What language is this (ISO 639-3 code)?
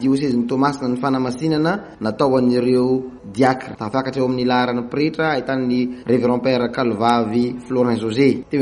mlg